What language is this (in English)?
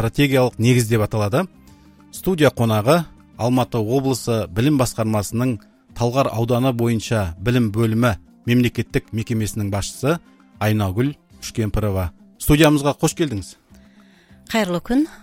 Kazakh